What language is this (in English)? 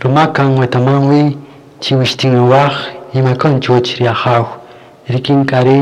Kaqchikel